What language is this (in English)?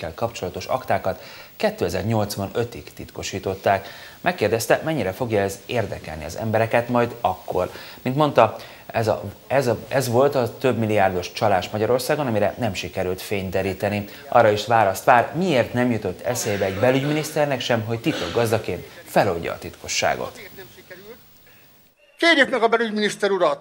Hungarian